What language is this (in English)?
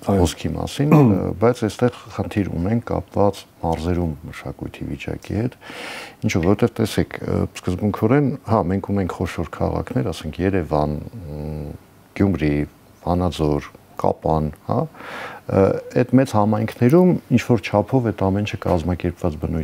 Armenian